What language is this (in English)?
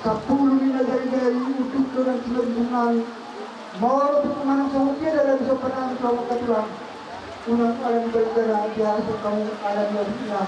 Batak Toba